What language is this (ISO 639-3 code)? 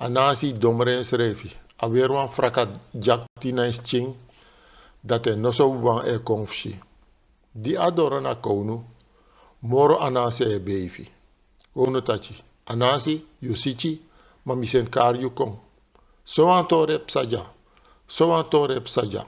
srn